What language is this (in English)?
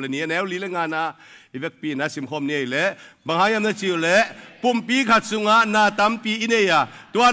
Tedim Chin